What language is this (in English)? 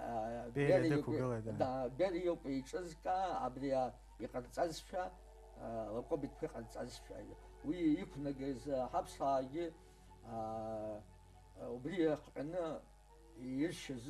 Abkhazian